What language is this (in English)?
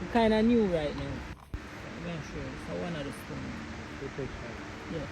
Jamaican Creole English